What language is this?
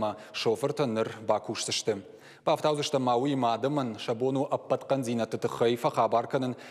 Ossetic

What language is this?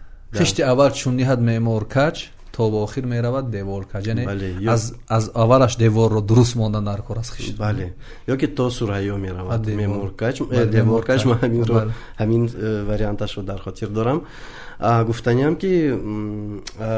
Tajik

